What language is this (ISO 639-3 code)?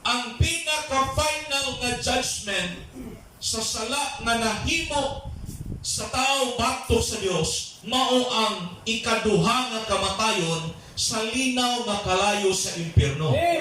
ceb